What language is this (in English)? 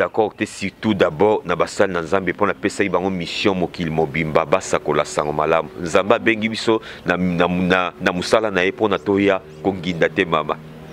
Lingala